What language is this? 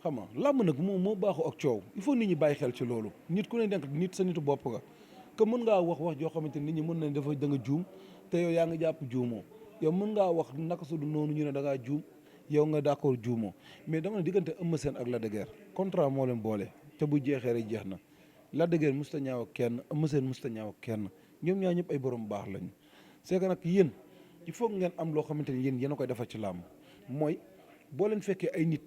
Wolof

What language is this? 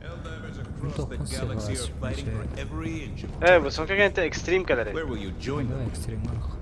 Yakut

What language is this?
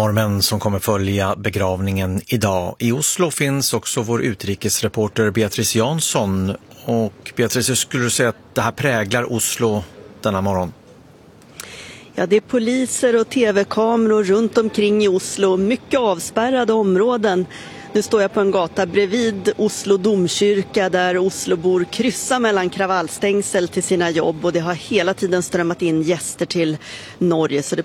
Swedish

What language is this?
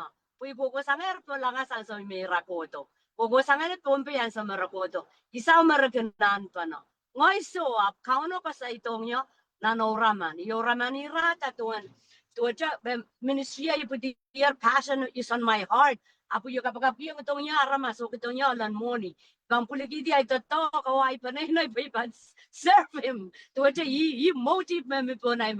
Pohnpeian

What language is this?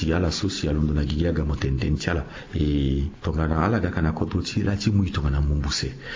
Sango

